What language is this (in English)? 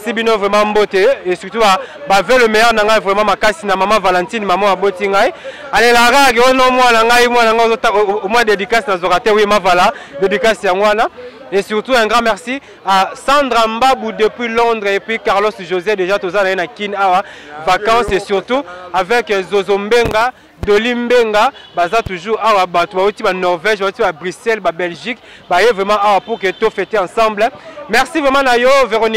Lingala